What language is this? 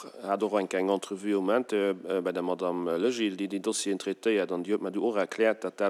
Luxembourgish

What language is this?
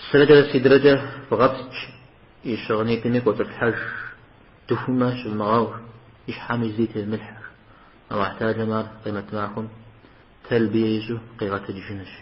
Kabardian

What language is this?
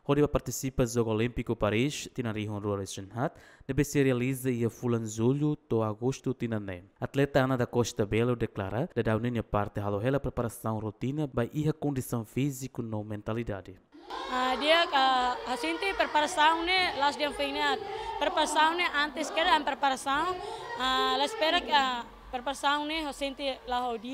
Tetum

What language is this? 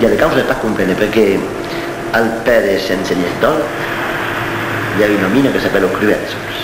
Occitan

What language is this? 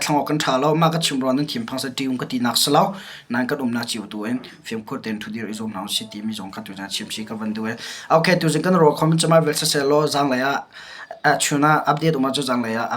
Hakha Chin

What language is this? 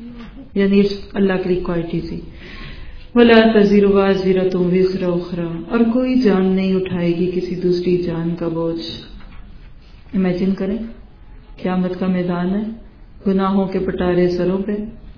Urdu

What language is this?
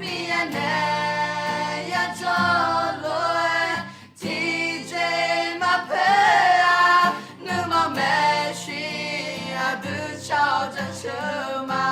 Akha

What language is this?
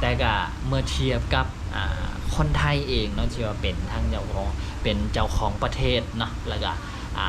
Lao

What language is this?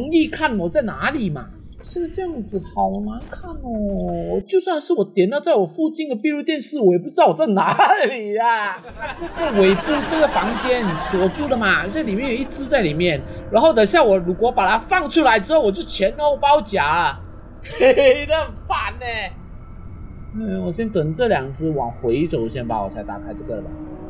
Chinese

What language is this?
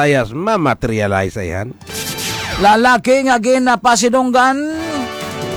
Hiligaynon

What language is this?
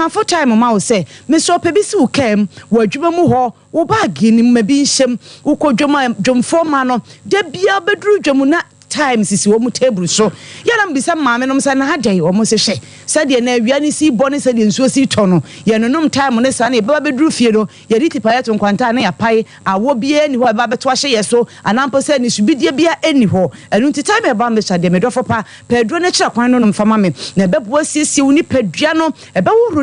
Akan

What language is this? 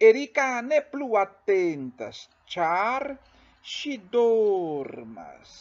Esperanto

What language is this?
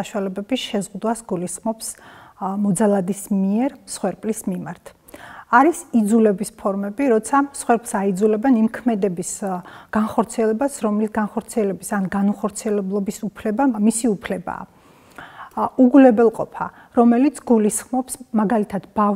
Georgian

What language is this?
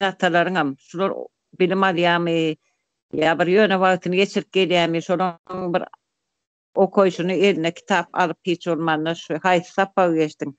Turkmen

